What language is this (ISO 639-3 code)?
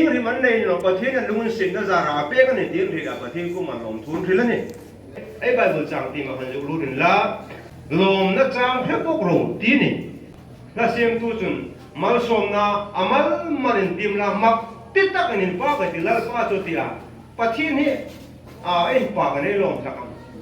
hmr